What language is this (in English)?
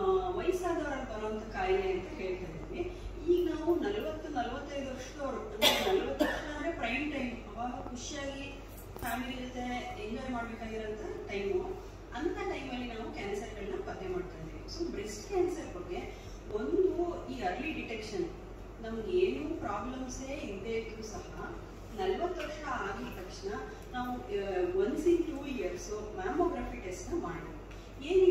Kannada